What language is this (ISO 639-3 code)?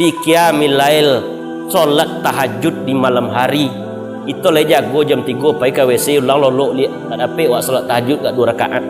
min